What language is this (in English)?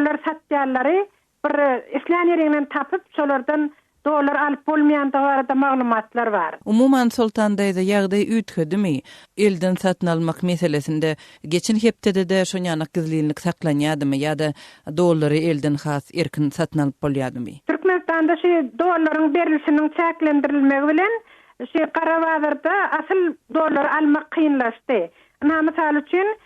Turkmen